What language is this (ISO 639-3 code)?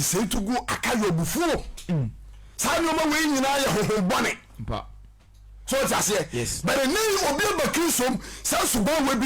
aka